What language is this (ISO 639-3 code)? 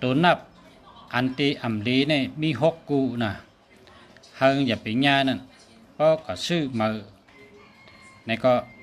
shn